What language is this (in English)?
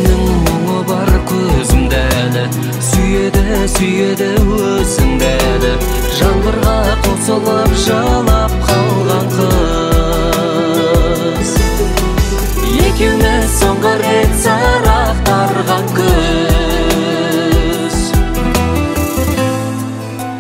Kazakh